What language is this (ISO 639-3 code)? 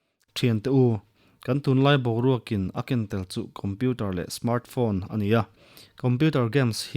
lus